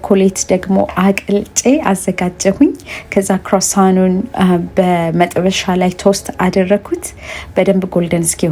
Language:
Amharic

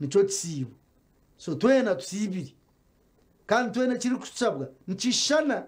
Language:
Nyankole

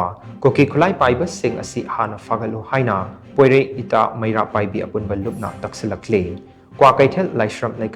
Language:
Manipuri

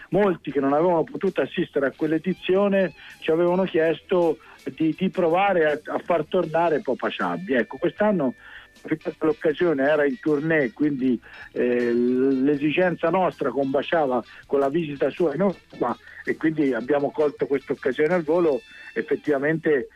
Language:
Italian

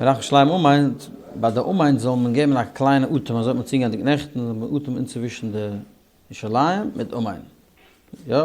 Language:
Yiddish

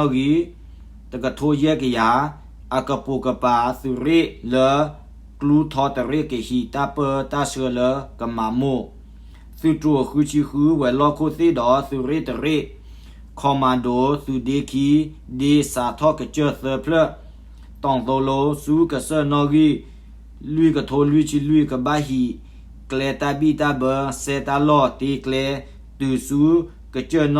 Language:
S'gaw Karen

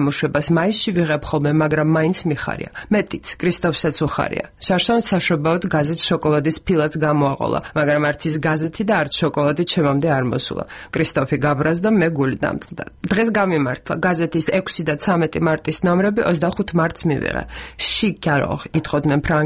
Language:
Georgian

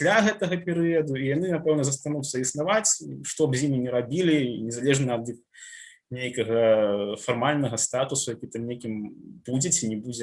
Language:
Belarusian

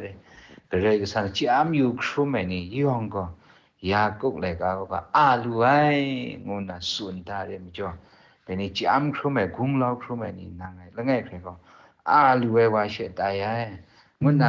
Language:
Kachin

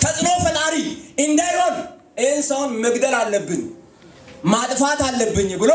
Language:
Amharic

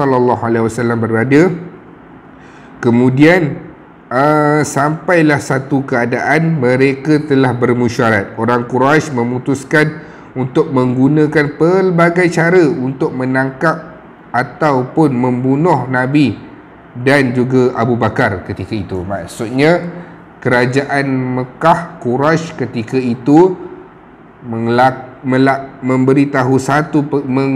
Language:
Malay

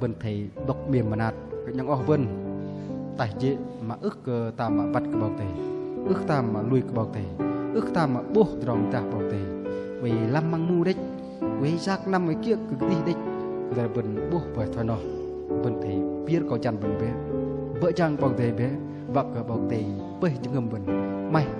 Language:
Bahnar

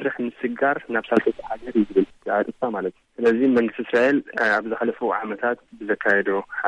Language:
Tigrinya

